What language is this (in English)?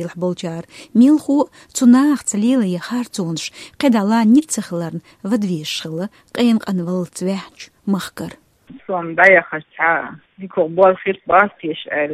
Chechen